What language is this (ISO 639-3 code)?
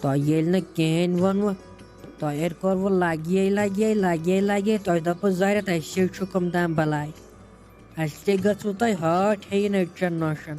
kas